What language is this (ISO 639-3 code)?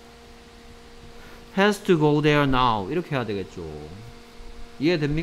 kor